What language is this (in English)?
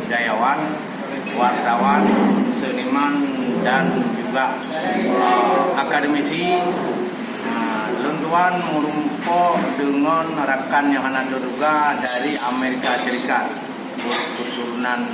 Achinese